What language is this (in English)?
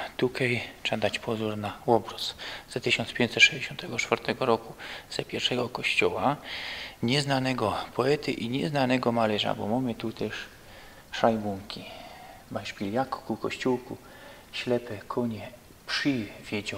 Silesian